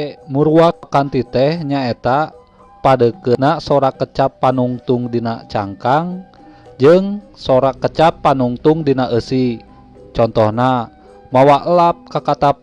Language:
Sundanese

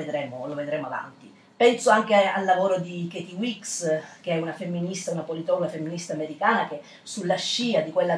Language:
Italian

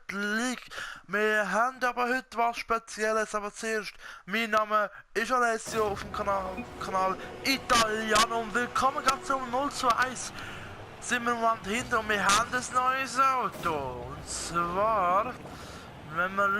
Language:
Swiss German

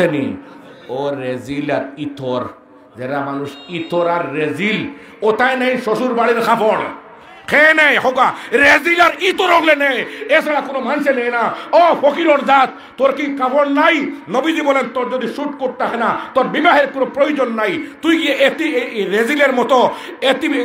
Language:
Sylheti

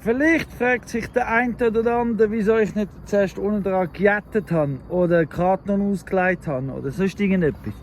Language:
Swiss German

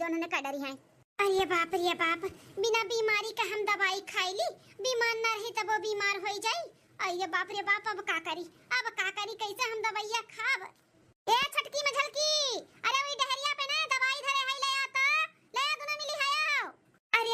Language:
Awadhi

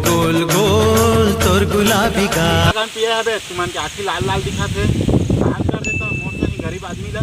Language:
Chhattisgarhi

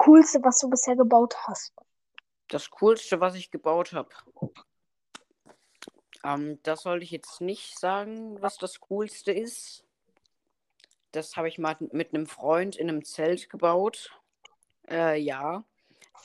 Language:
German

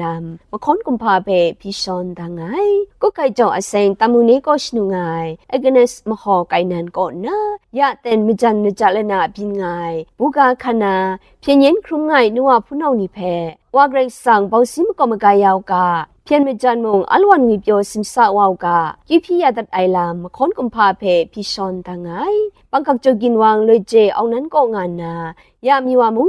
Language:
Kachin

